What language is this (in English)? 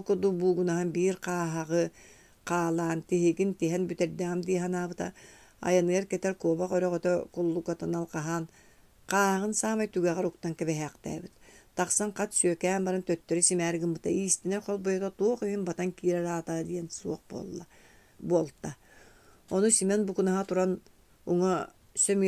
Yakut